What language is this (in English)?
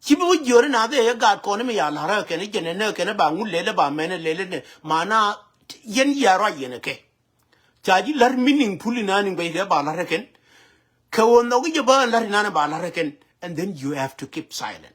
Nuer